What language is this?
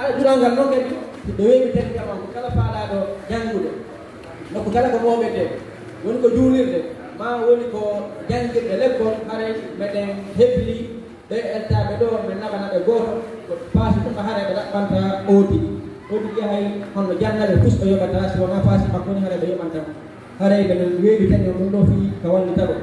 Fula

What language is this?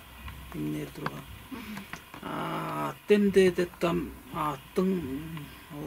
Tuvinian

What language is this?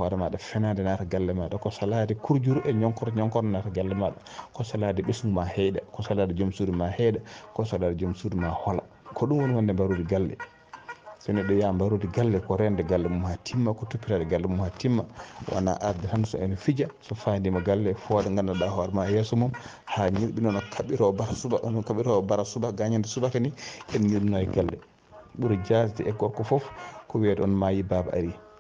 Fula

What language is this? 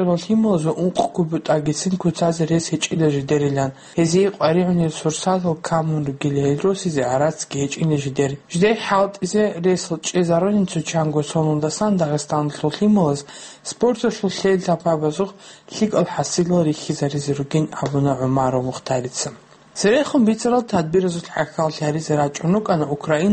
Avaric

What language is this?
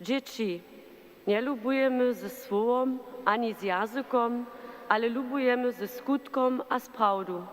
Upper Sorbian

